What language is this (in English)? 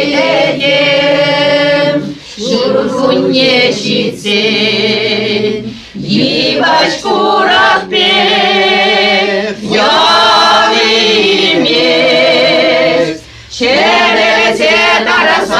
Chuvash